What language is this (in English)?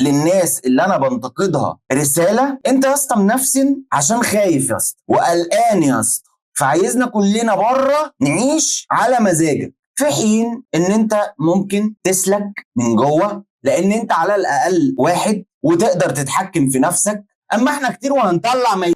Egyptian Arabic